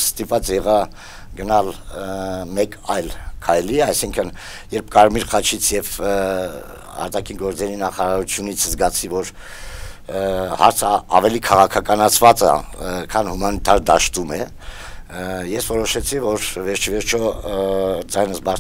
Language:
Armenian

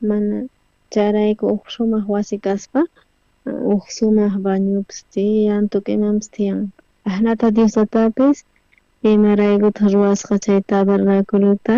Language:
South Bolivian Quechua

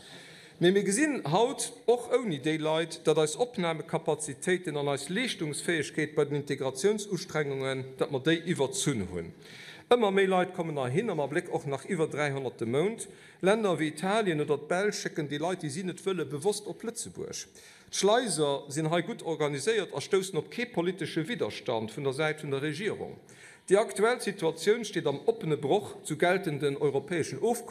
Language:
Luxembourgish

